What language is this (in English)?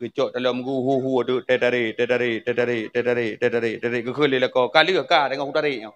Achinese